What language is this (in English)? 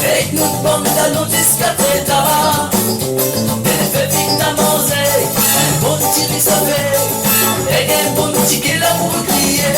Réunion Creole French